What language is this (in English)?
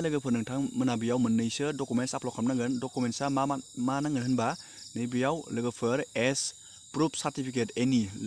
Bodo